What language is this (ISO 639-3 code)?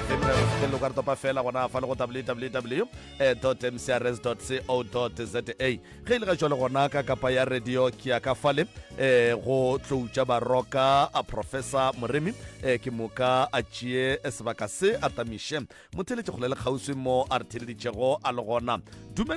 nso